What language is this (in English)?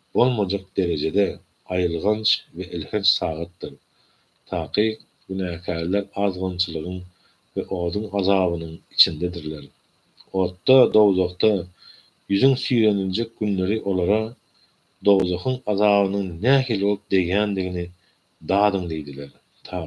Turkmen